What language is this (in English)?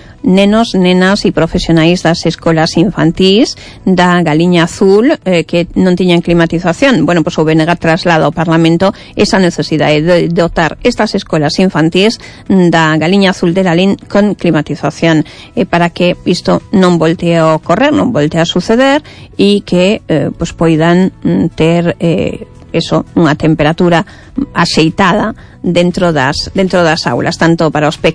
Galician